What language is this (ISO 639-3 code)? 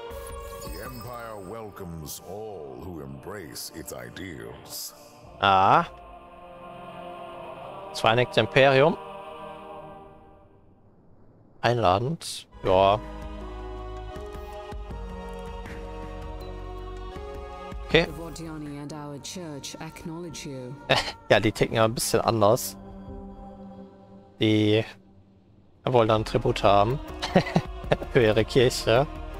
deu